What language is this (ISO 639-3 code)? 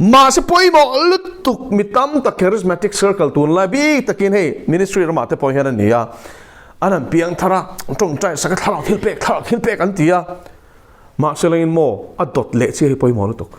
lus